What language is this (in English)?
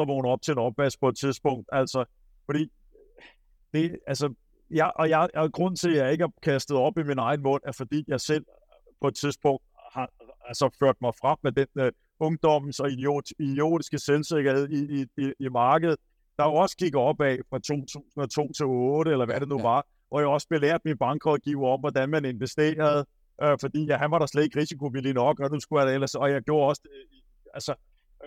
Danish